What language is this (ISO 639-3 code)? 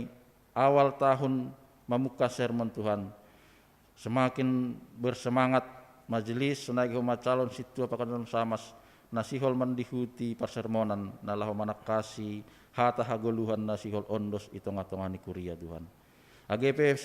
bts